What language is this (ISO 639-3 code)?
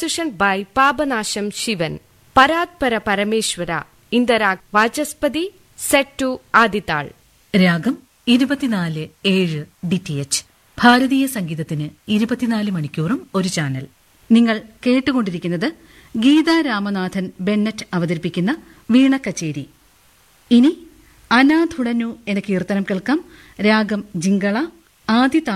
mal